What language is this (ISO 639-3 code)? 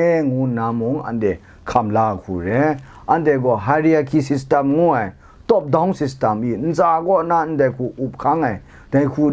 kac